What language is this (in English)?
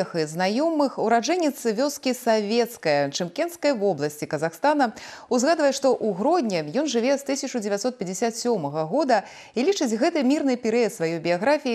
Belarusian